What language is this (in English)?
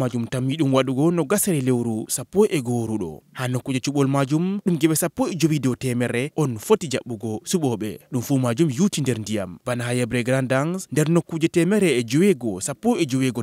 Fula